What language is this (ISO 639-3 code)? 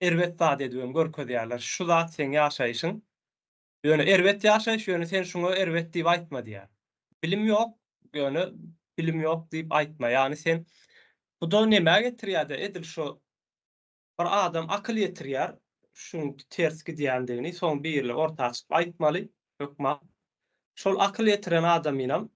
tuk